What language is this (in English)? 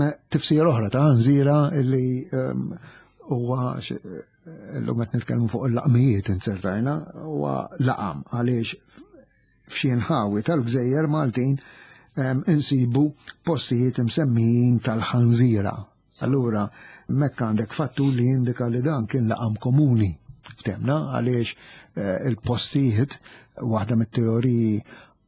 Maltese